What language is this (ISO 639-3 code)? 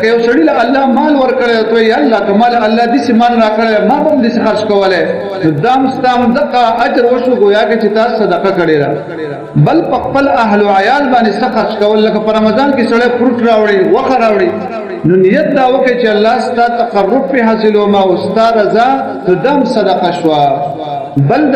pus